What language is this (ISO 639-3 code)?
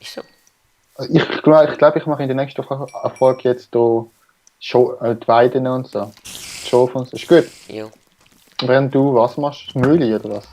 gsw